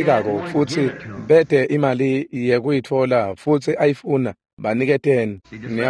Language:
Swati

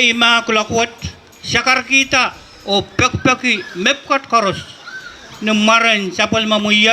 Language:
Pohnpeian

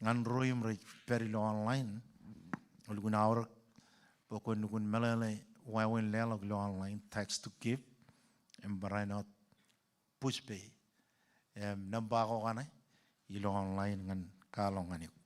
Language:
Marshallese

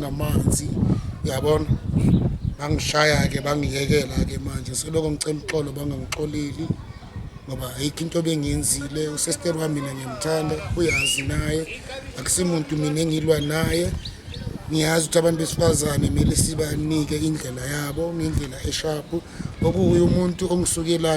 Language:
Zulu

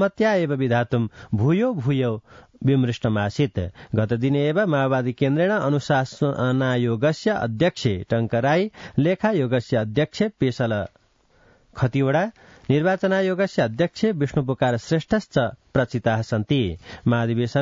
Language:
Sanskrit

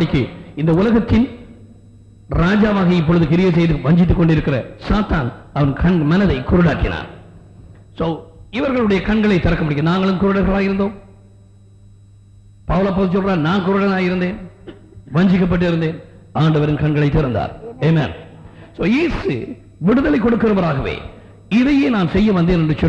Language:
Tamil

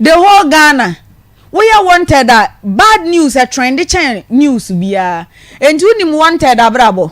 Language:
Akan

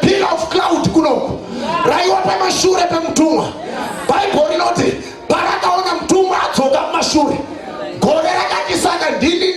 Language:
Shona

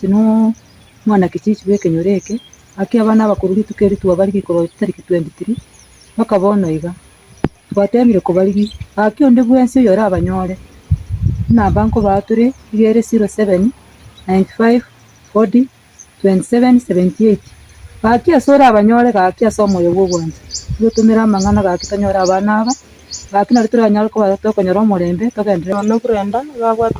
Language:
Gusii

